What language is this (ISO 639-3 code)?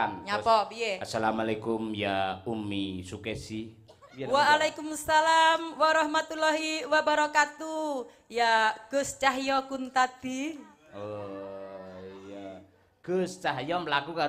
jav